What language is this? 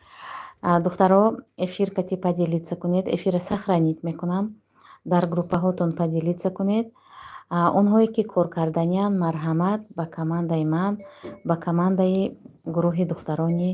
Tajik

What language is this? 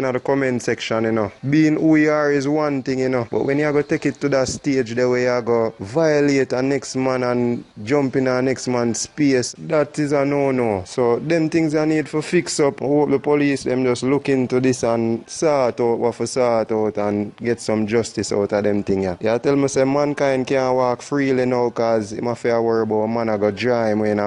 Jamaican Creole English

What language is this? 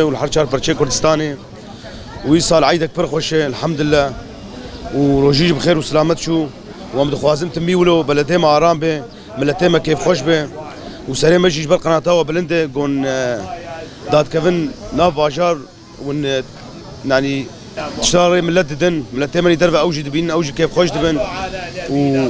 Kurdish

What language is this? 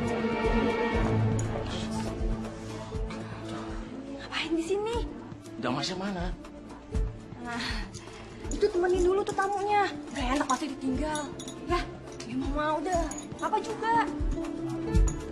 Indonesian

